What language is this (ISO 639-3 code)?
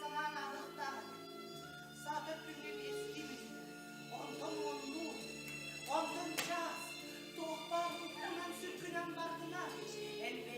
sah